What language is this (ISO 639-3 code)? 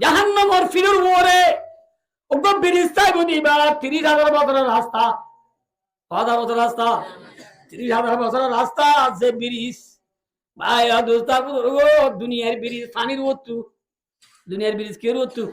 rhg